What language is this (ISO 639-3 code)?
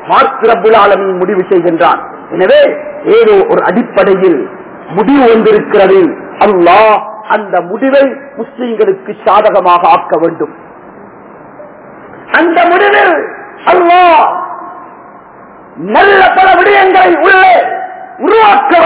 tam